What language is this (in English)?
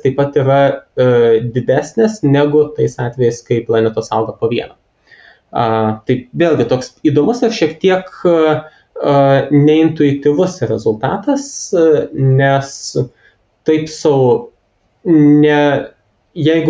Lithuanian